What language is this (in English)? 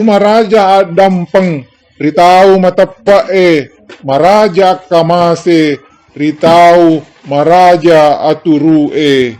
Buginese